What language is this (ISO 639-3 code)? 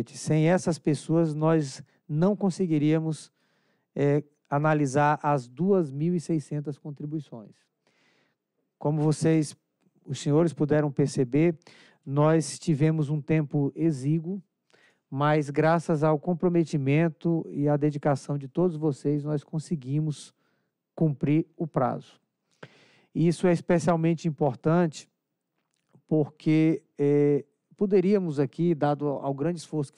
por